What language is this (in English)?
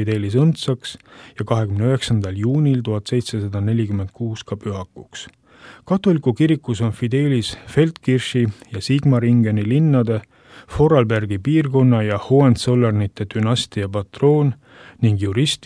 Estonian